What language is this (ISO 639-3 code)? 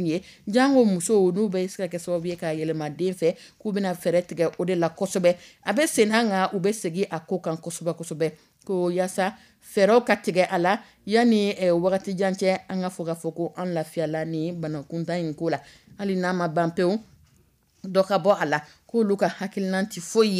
dyu